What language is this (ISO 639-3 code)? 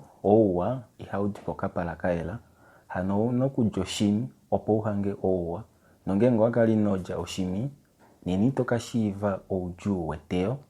kua